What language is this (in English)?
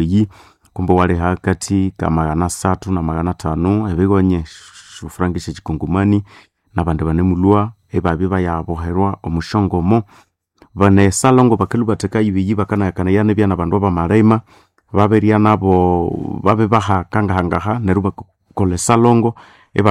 Nande